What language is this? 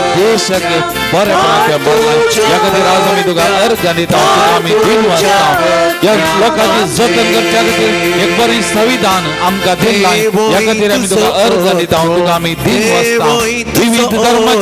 Konkani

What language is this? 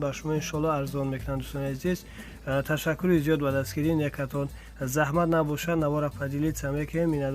Tajik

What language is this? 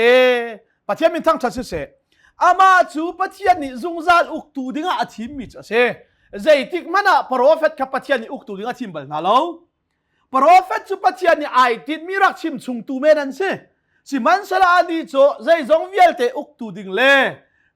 Hakha Chin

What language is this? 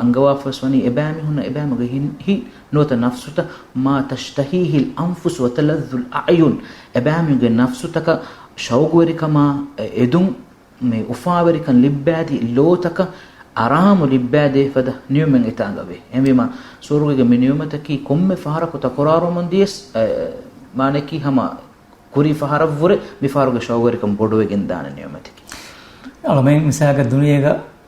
Divehi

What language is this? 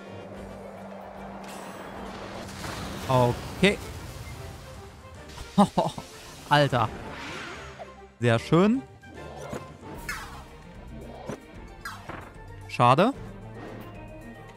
German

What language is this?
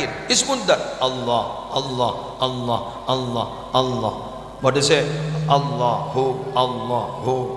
Madurese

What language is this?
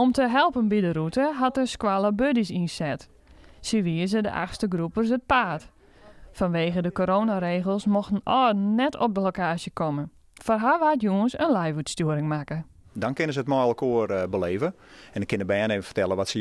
Western Frisian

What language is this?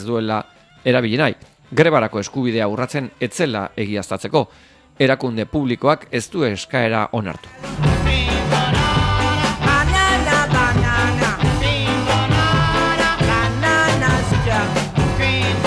Basque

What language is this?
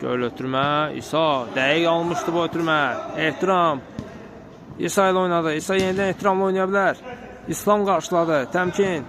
Azerbaijani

